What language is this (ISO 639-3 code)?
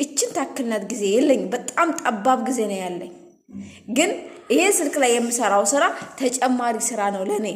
amh